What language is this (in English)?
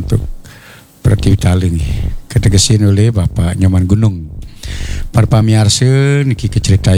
Balinese